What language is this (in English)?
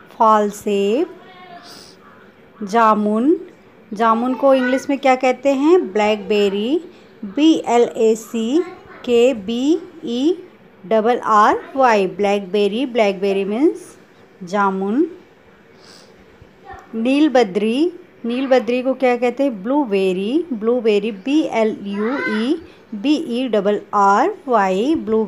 Hindi